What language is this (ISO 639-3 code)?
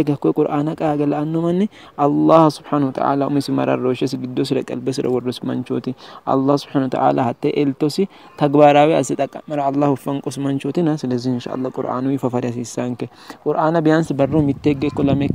sid